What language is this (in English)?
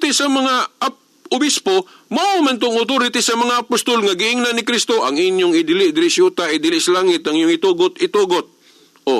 Cebuano